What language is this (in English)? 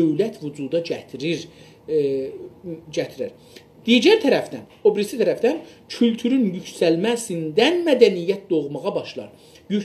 South Azerbaijani